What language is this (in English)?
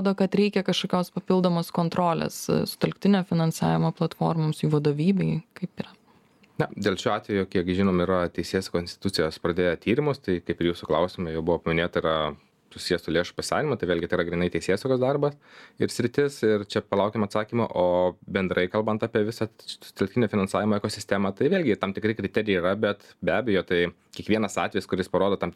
Lithuanian